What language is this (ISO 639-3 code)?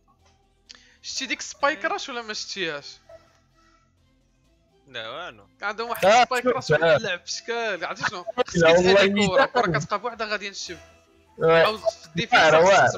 ary